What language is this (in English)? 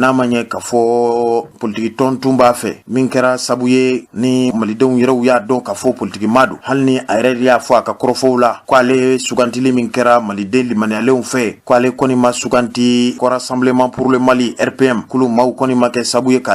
Bambara